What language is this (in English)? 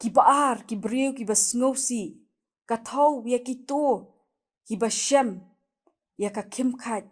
Khasi